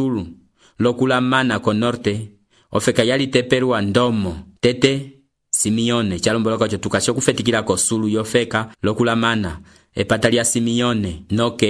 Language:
Umbundu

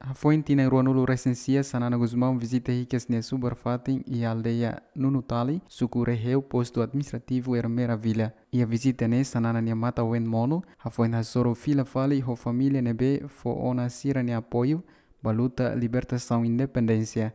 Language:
Tetum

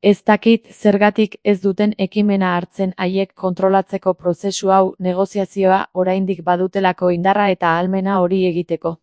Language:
Basque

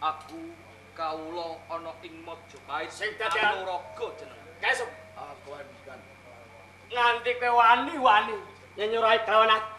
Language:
Javanese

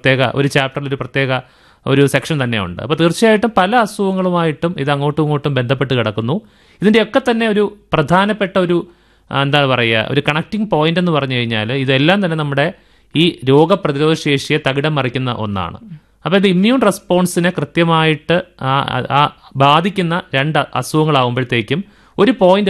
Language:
Malayalam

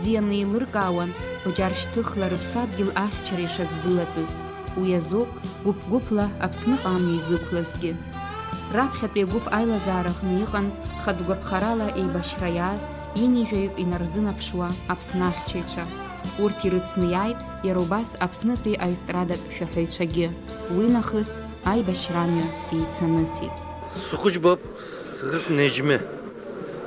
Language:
Abkhazian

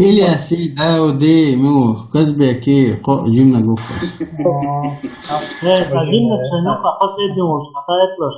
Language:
Chechen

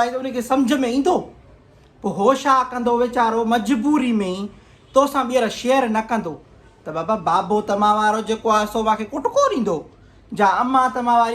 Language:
Sindhi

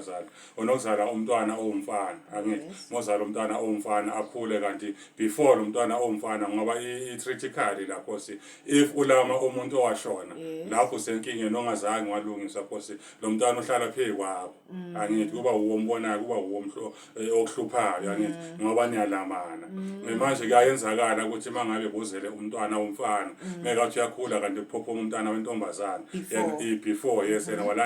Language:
Zulu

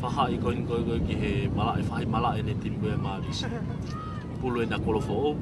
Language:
Tongan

